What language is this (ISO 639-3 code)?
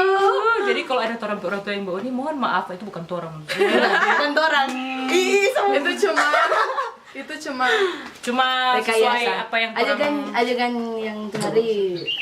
xmm